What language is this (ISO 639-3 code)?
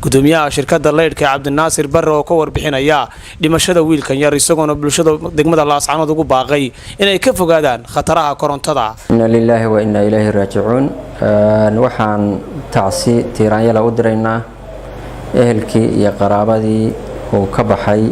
som